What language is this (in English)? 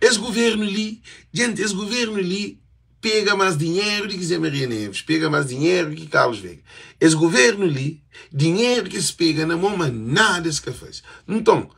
Kabuverdianu